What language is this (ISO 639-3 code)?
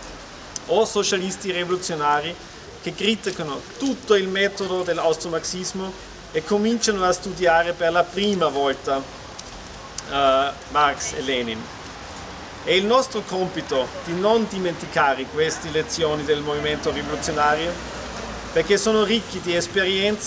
ita